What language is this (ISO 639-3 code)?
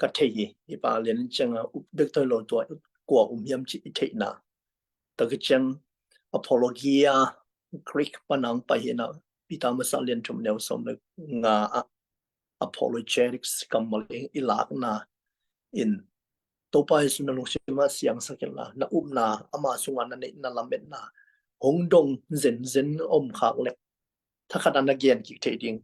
ctd